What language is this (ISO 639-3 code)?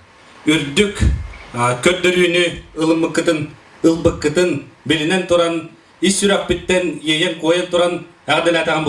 sah